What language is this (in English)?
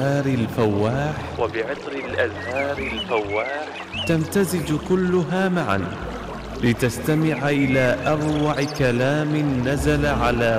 Arabic